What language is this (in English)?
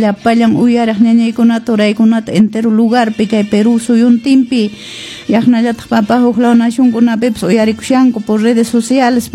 Quechua